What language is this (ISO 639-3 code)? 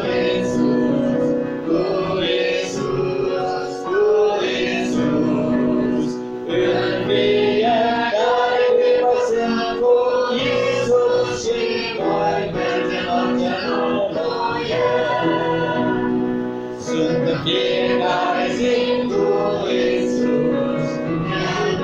ron